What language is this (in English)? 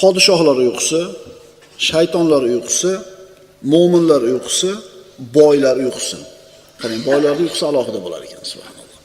Uzbek